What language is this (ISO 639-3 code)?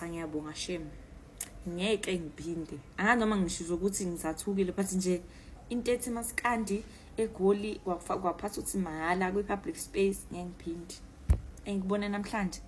zul